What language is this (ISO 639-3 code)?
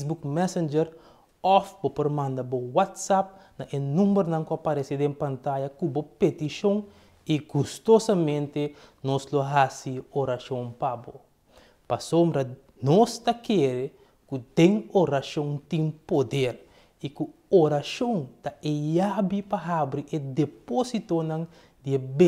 pap